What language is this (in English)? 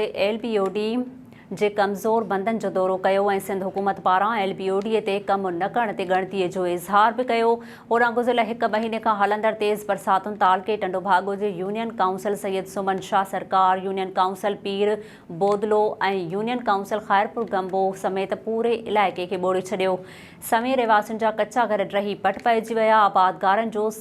Sindhi